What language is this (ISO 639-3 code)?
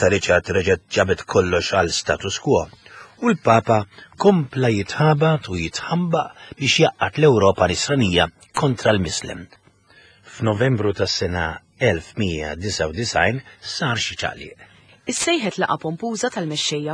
mlt